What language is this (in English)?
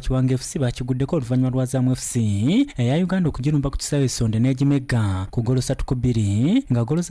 Ganda